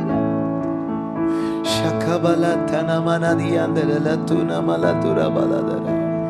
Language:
Tamil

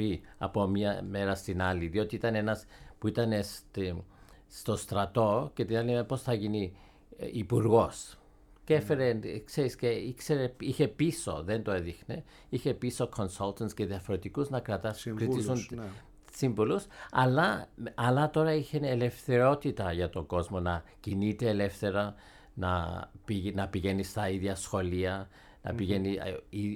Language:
Greek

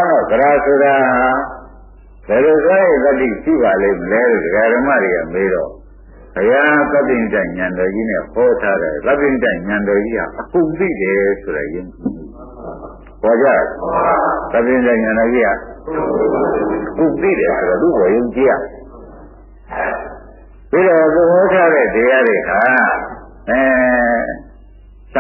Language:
Burmese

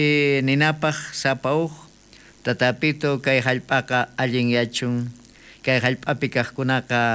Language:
South Bolivian Quechua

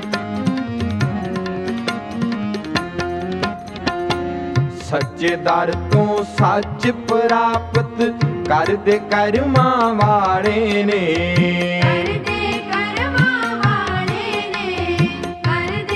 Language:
Punjabi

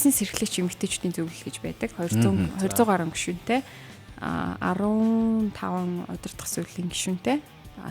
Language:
Mongolian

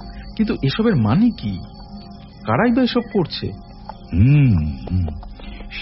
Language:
Bangla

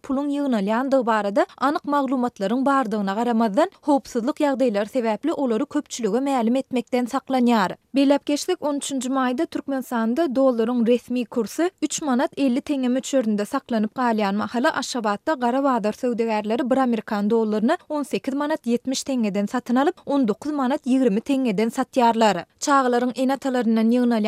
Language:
Turkmen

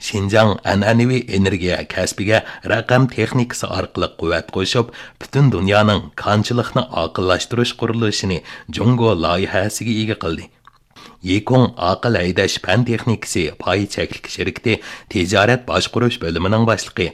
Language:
Uyghur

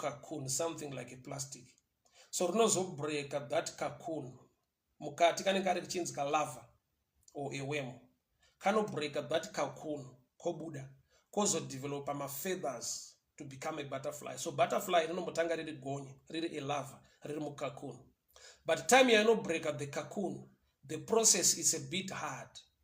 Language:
Shona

